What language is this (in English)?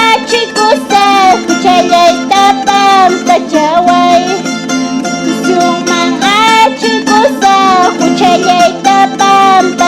Quechua